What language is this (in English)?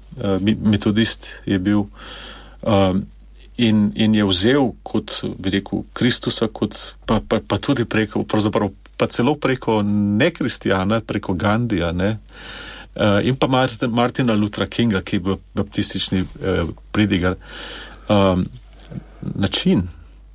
Slovenian